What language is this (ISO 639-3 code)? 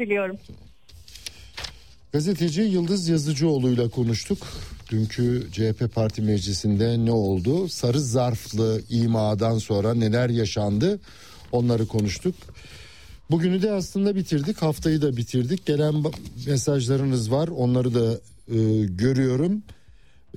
tur